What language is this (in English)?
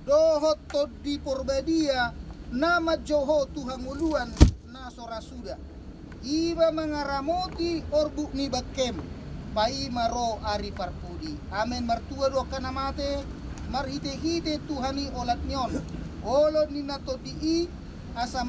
Batak Toba